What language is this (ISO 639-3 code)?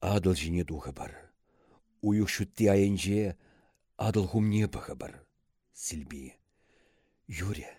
chv